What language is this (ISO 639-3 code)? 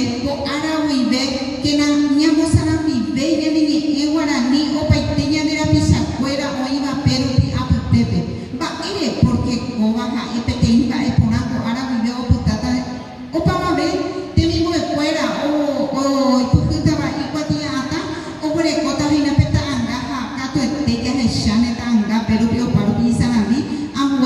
grn